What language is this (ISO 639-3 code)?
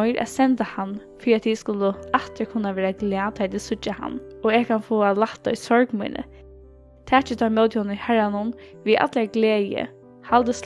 fao